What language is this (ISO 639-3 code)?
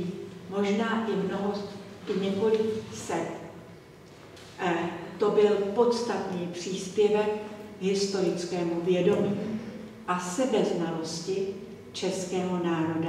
ces